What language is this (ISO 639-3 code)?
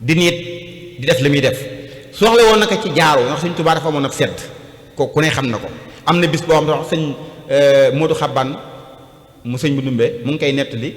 wol